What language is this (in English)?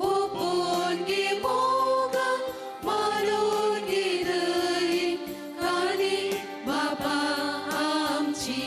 Konkani